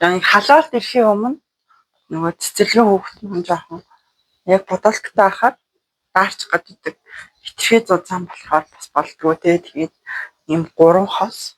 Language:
Mongolian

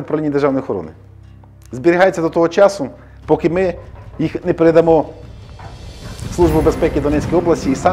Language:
Ukrainian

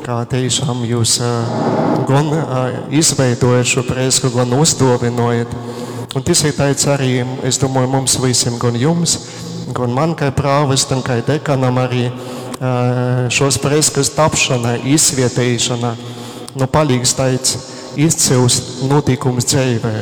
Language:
Latgalian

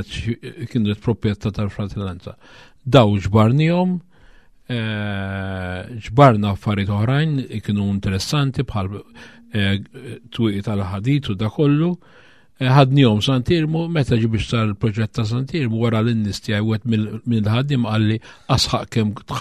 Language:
Maltese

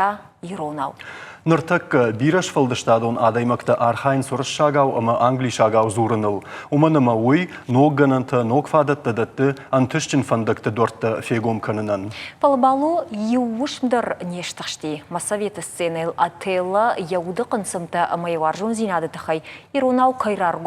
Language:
Ossetic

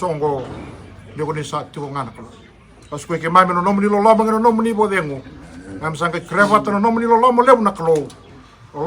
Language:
Fijian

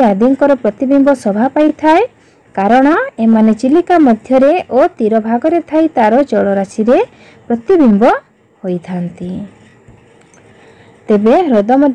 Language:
Odia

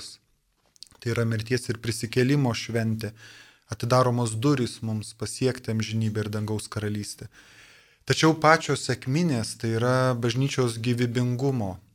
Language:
Lithuanian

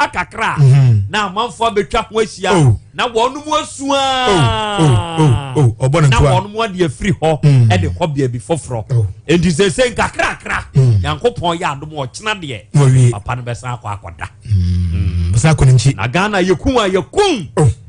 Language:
Akan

